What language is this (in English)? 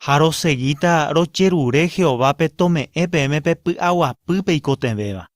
Guarani